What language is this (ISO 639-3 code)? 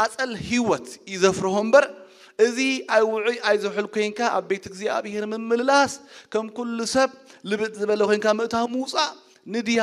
tir